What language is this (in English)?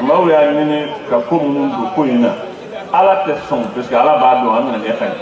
Bambara